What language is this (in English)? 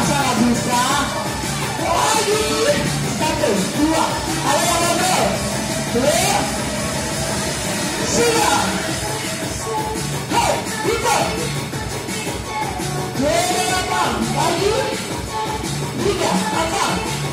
Indonesian